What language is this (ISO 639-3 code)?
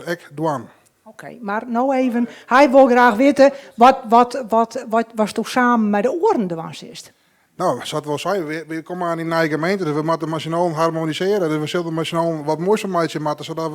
fry